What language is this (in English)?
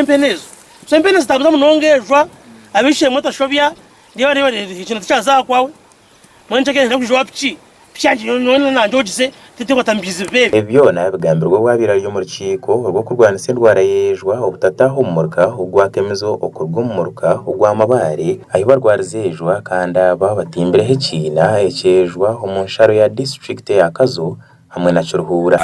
Nyankole